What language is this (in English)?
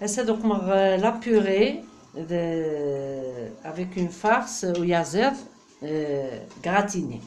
Kabyle